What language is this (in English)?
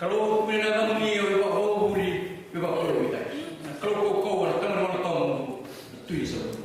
Fijian